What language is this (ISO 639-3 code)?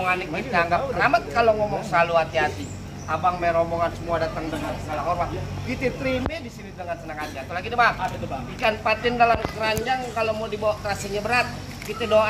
bew